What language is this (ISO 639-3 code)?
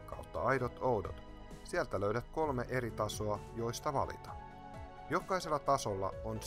fin